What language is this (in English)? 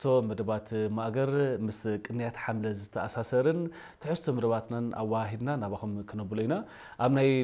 Tigrinya